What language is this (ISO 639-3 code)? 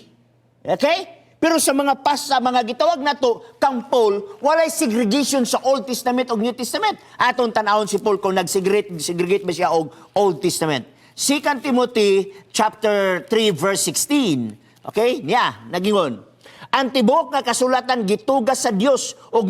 ceb